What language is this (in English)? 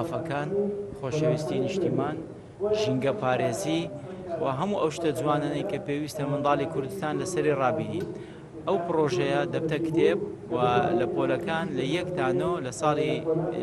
Central Kurdish